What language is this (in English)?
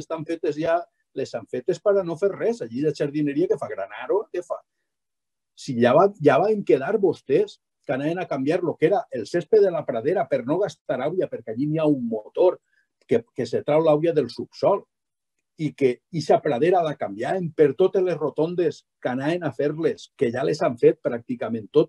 Catalan